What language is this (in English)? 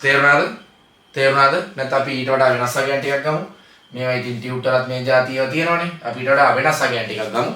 Sinhala